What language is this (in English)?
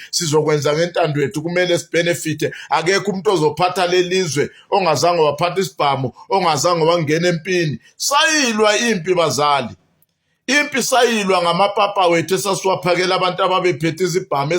Zulu